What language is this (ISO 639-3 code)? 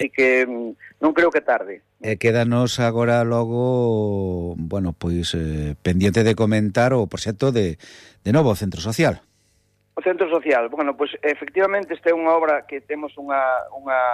glg